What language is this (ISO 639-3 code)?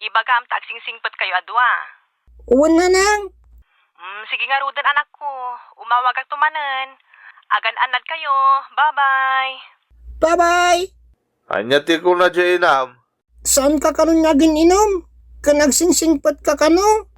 ilo